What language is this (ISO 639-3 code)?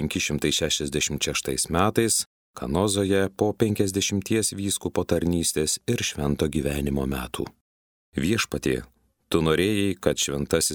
lit